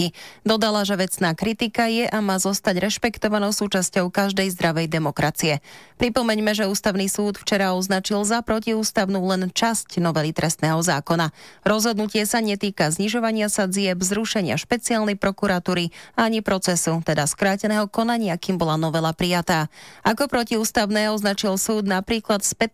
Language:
Slovak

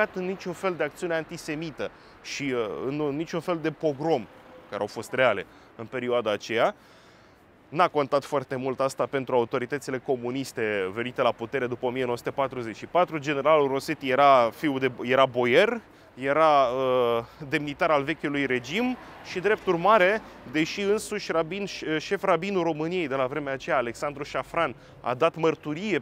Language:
Romanian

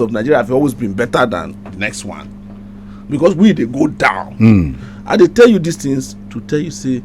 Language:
Nigerian Pidgin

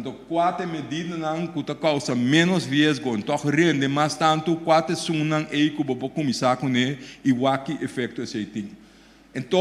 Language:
Papiamento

